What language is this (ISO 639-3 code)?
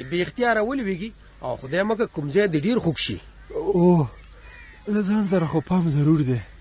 pus